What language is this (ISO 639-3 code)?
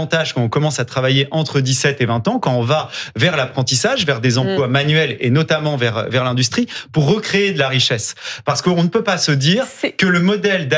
fra